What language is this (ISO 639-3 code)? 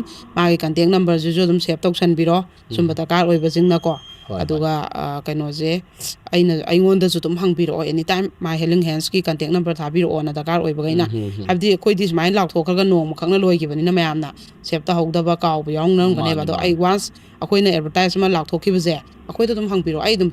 mni